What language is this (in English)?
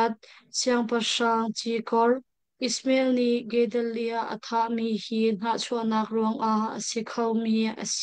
Hakha Chin